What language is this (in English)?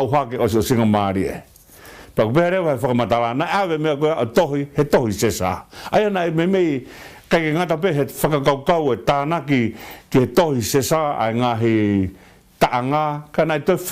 Tongan